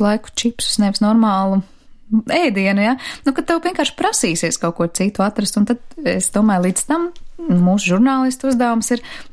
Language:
Latvian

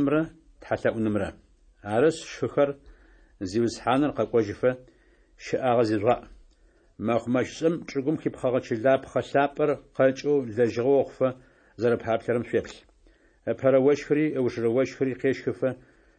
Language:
Adyghe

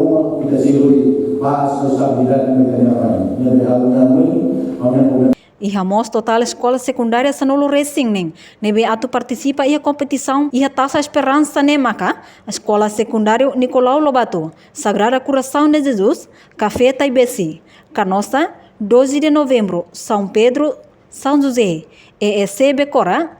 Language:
Tetum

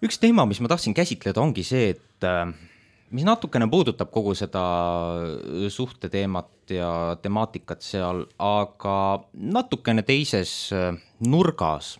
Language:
Estonian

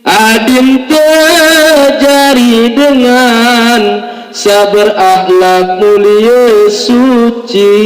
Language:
Sasak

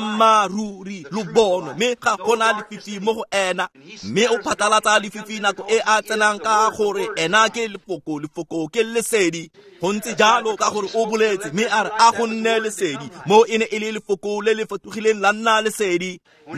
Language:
Tswana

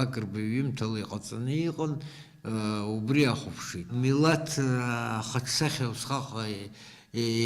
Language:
Abkhazian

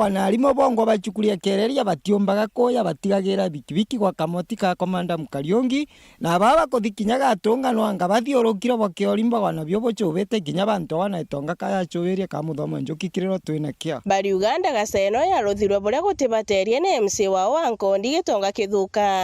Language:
Meru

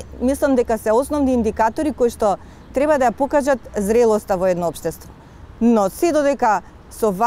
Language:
Macedonian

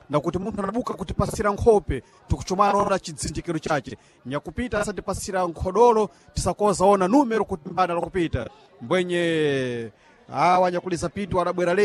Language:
Sena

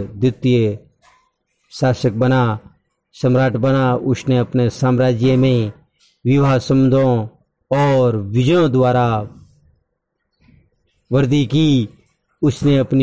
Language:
Hindi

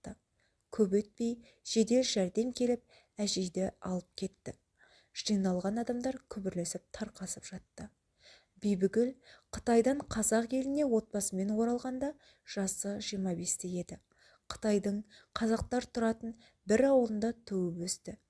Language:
Kazakh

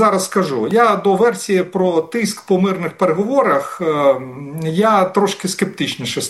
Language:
Ukrainian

